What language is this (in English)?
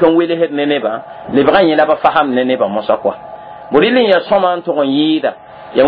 Mossi